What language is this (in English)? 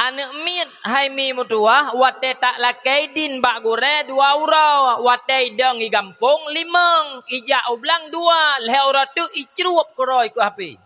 Achinese